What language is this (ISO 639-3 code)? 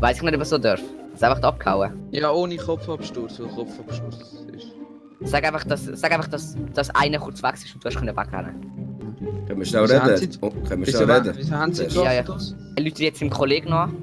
gsw